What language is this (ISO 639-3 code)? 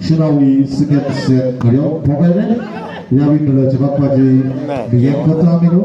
nmf